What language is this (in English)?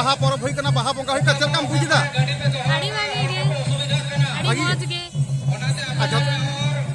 Santali